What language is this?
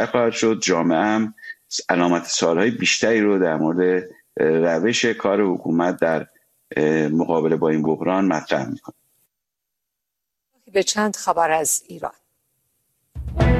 Persian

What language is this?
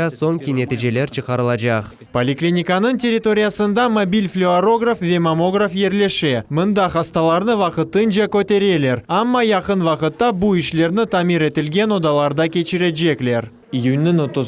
Crimean Tatar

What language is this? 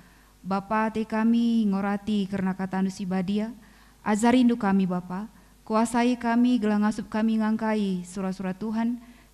Batak Karo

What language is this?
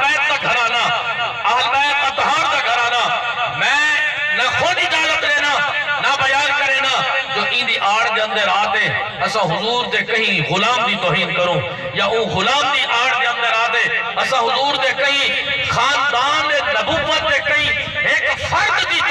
Saraiki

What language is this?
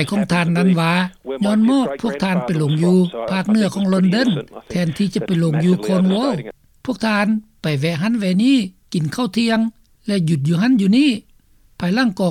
Lao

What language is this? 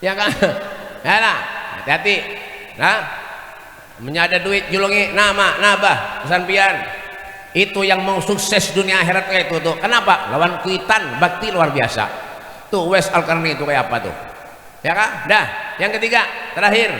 Banjar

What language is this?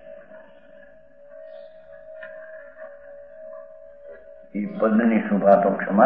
Gujarati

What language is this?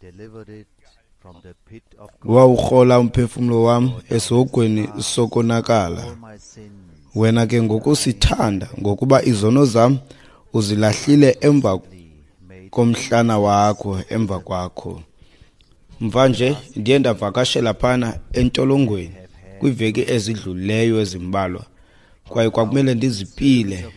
Xhosa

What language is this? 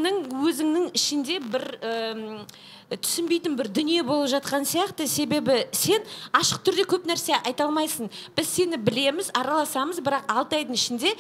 Kazakh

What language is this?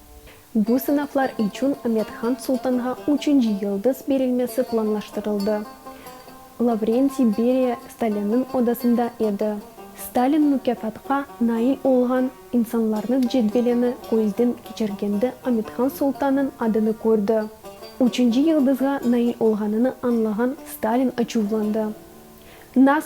Crimean Tatar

